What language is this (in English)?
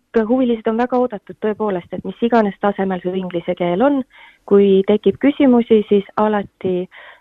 Estonian